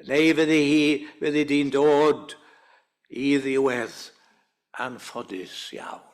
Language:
Welsh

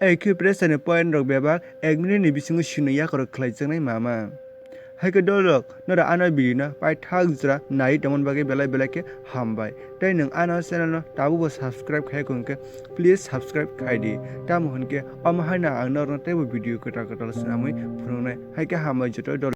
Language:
Kok Borok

